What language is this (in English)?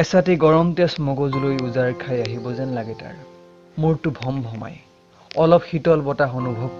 Assamese